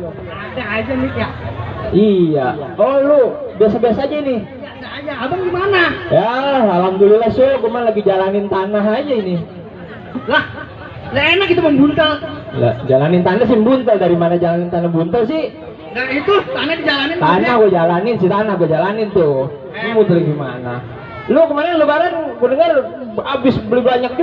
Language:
Betawi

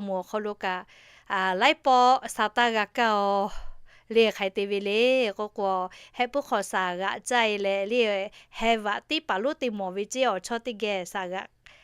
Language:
Lahu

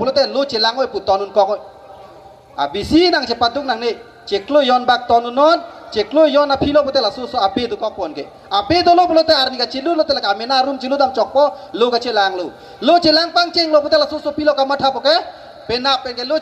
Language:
Karbi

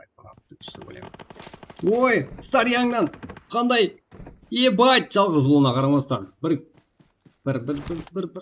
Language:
Kara-Kalpak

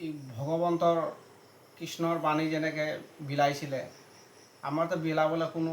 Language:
Assamese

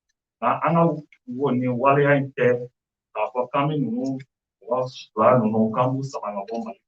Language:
Bambara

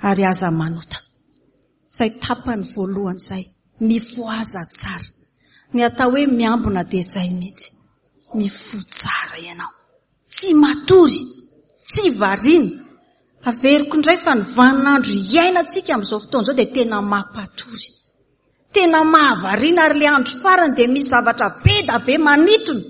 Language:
Malagasy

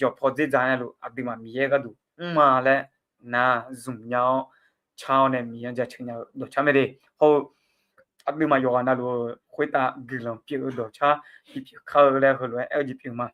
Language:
Akha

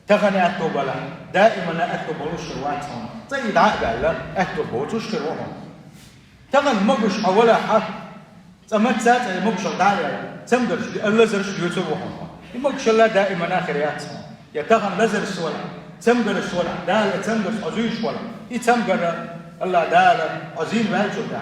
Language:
Chechen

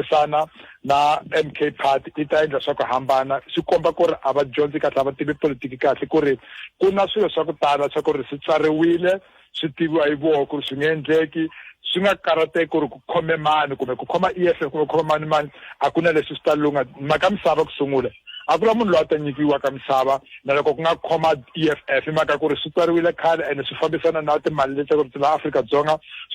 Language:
Tsonga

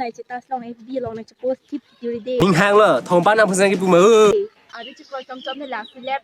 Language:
Karbi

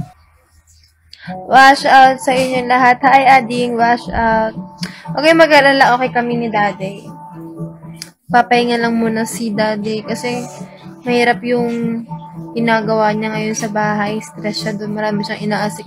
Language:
Filipino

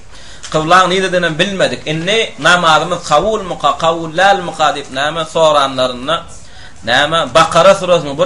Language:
Turkmen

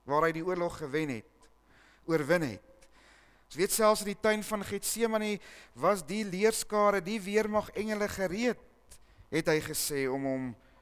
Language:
Afrikaans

